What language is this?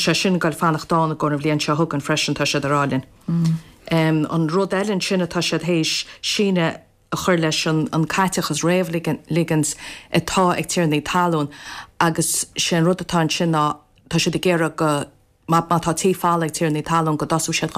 Irish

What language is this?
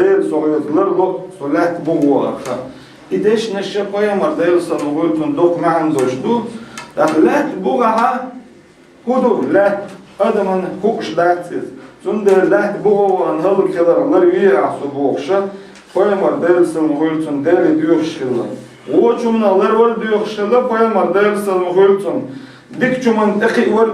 Chechen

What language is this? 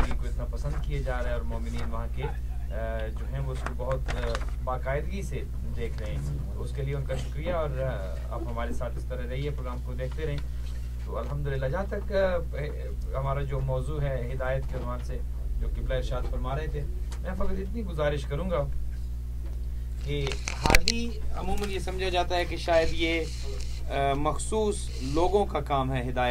Urdu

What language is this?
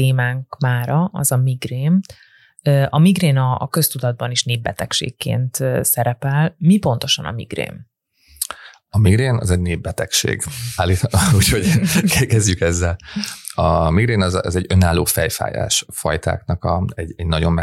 Hungarian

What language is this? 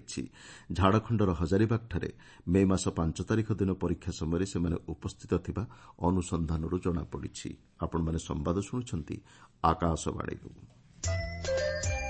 Odia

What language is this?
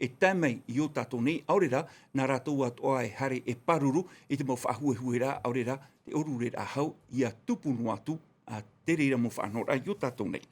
Tahitian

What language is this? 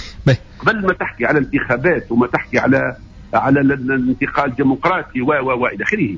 Tunisian Arabic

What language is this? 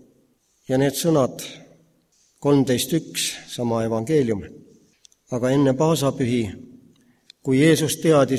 Estonian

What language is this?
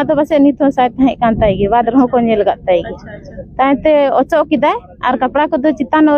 Santali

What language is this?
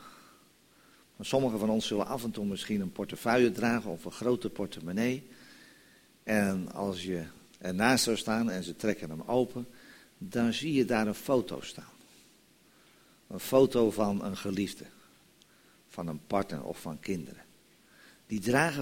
Dutch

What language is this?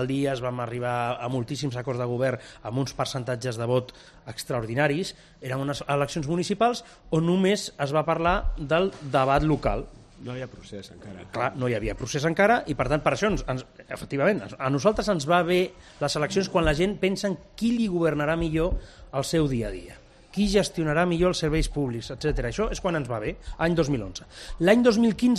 Catalan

